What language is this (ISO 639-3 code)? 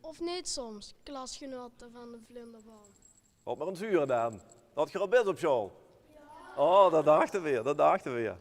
lim